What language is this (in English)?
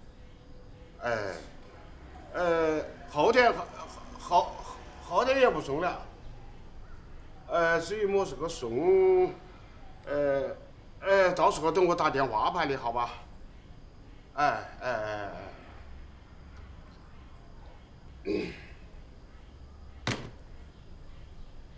Chinese